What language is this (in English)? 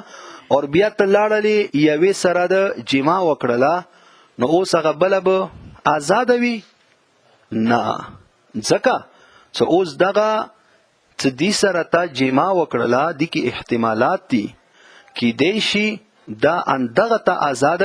Pashto